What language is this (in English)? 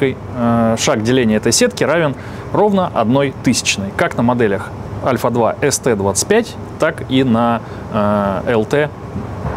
Russian